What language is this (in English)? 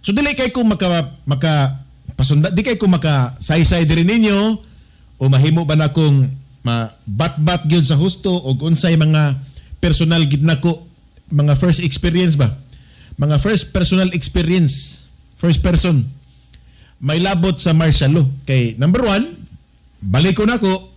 Cebuano